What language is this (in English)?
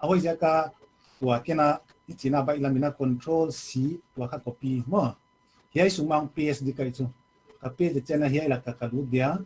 Paite Chin